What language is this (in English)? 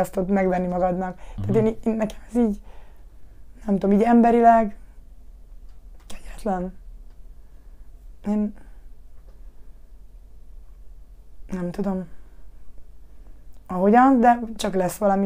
Hungarian